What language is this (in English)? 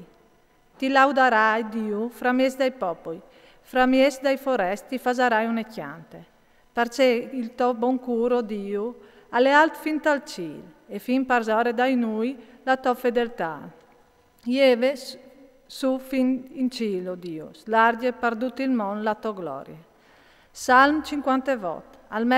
Friulian